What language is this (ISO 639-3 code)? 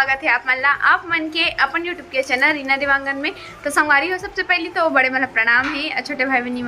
hne